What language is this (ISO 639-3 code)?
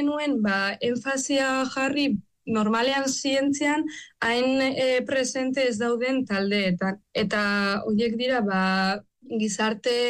eus